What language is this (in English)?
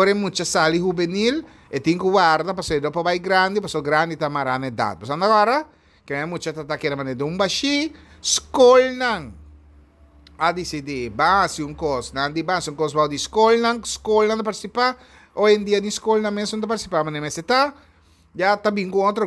Papiamento